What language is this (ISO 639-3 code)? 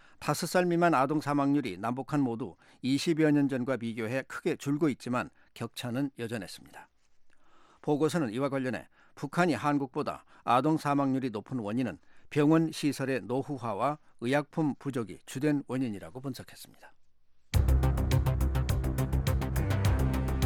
kor